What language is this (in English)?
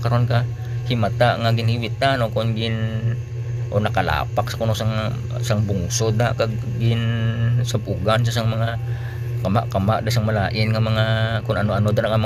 Hiligaynon